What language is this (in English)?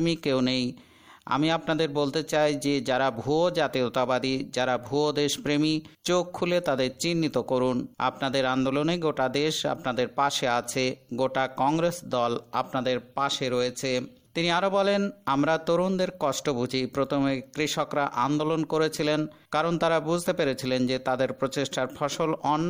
Bangla